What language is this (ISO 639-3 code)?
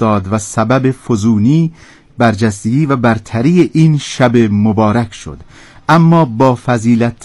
fas